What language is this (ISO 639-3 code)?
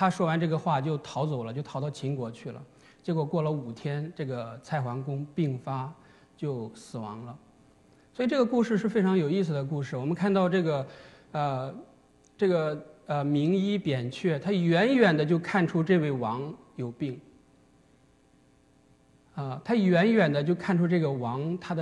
zho